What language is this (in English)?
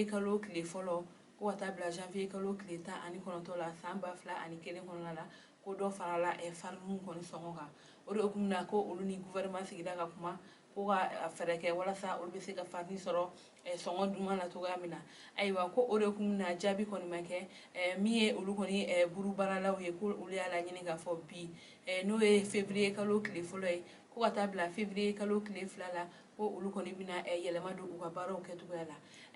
Bambara